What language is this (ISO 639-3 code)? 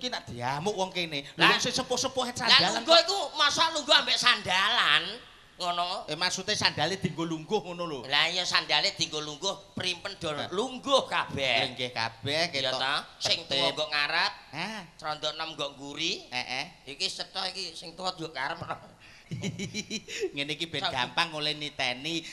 jav